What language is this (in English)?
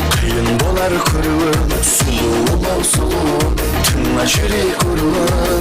Kara-Kalpak